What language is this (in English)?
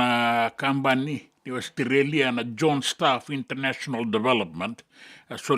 Fijian